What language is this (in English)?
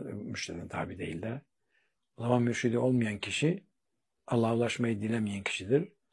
Turkish